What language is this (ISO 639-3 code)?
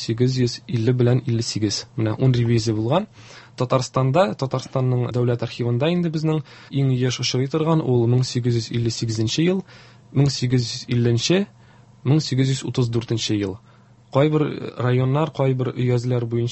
tat